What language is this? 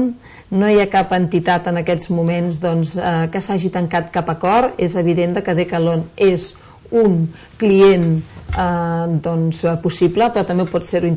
Catalan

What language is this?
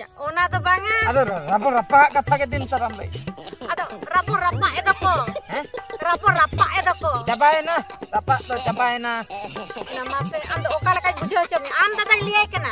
Santali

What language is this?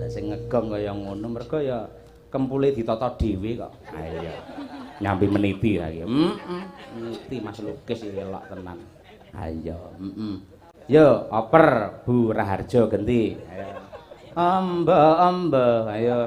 Javanese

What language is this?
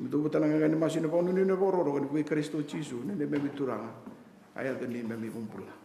Fijian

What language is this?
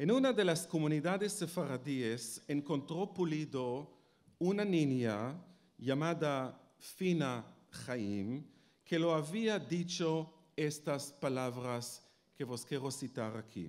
Ladino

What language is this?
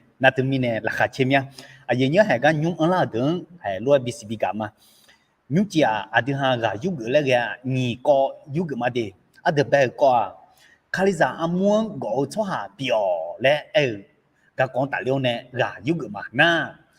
Akha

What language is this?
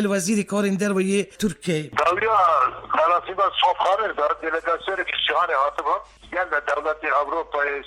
Kurdish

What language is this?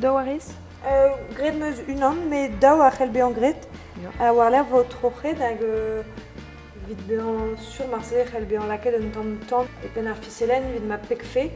Breton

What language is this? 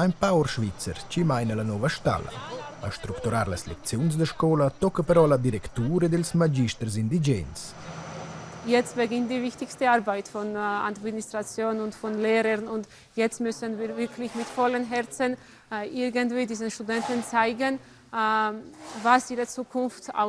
Romansh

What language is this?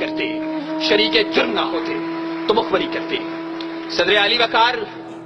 Urdu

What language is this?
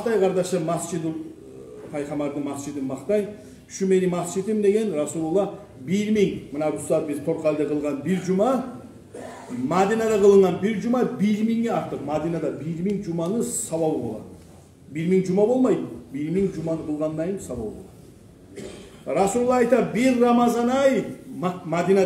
Kumyk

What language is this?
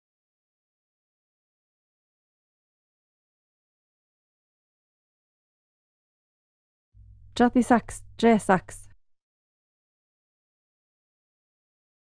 Norwegian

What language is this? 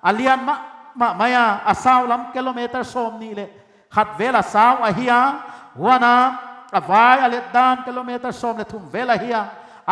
Paite Chin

